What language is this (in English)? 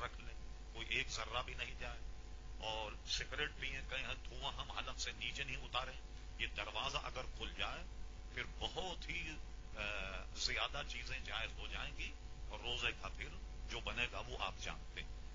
Urdu